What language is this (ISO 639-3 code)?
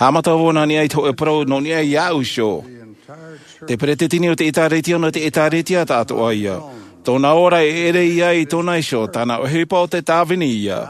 tah